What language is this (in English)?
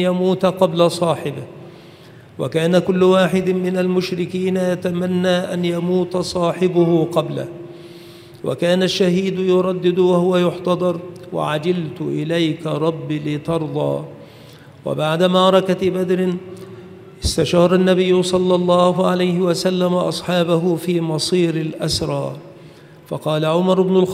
Arabic